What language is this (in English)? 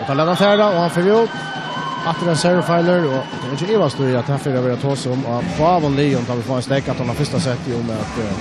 Faroese